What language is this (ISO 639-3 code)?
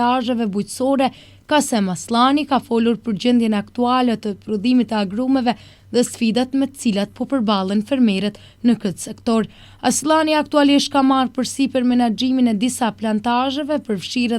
sqi